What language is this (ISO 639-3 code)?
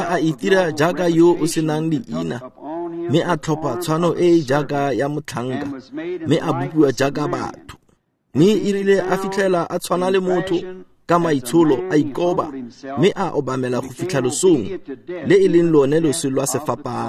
tsn